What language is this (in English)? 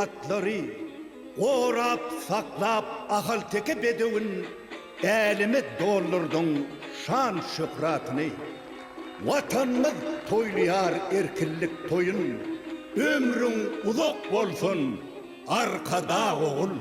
Turkmen